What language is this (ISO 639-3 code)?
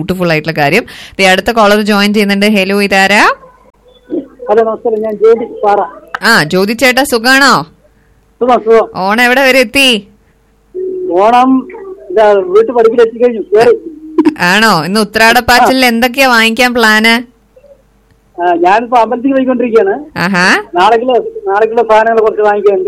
mal